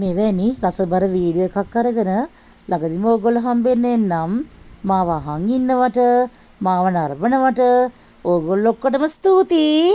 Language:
Sinhala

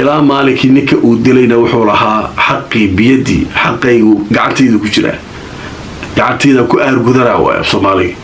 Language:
Somali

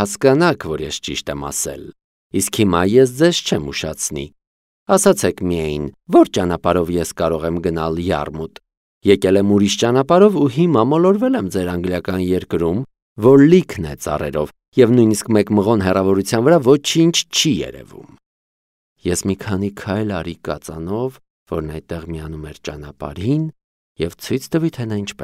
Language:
Armenian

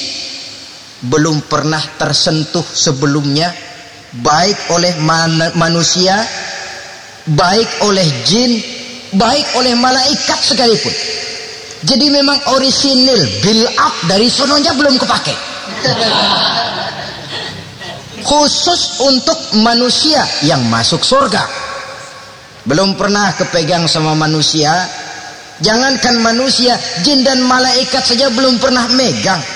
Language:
Indonesian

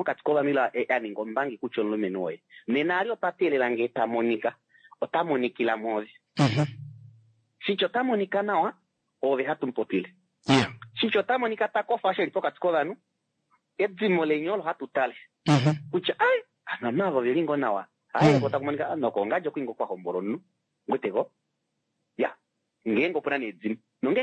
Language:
Kuanyama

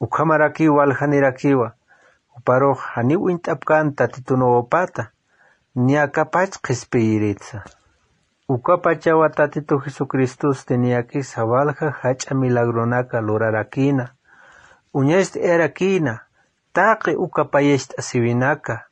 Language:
Aymara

